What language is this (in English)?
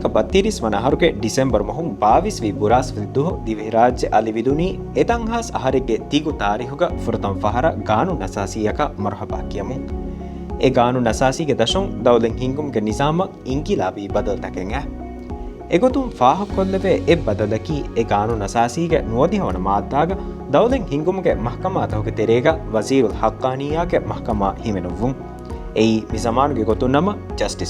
Divehi